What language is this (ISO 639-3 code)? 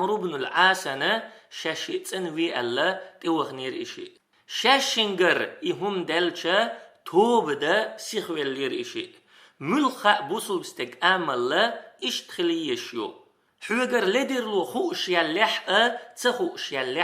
che